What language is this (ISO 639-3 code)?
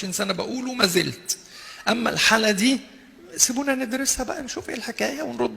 arz